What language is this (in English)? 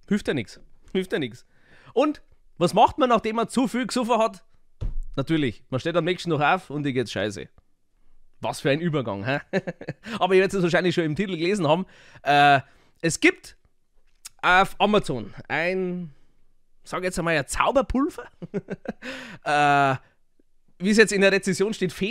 Bavarian